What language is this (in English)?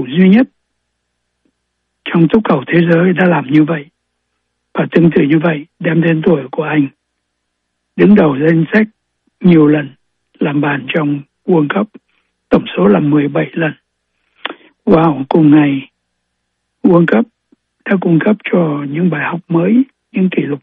Vietnamese